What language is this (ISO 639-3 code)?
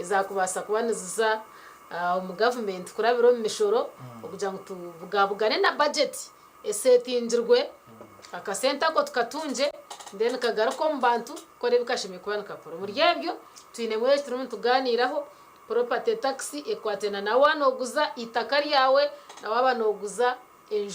nyn